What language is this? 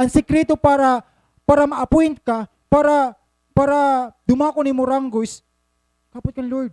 Waray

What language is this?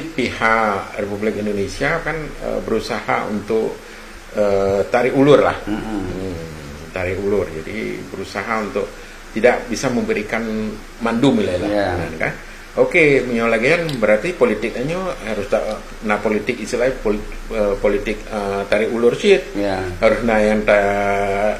Achinese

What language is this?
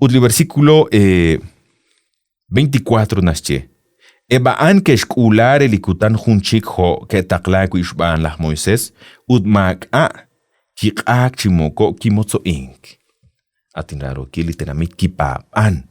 Kekchí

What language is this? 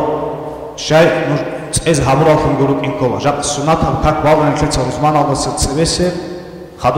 Avaric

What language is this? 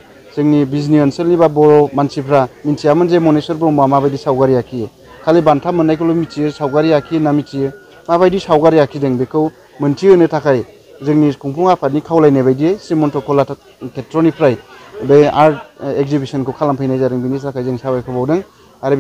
Bodo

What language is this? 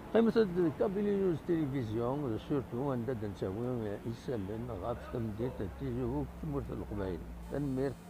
Kabyle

